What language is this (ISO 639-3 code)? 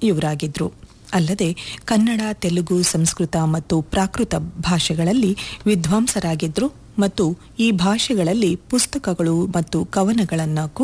kan